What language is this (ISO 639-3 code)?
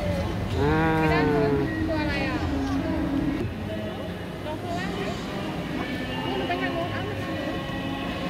tha